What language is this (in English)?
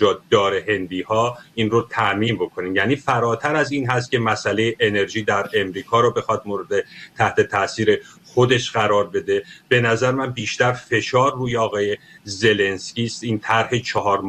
Persian